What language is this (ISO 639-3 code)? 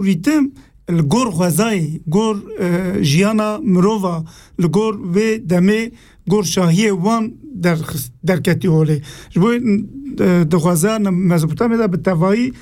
kur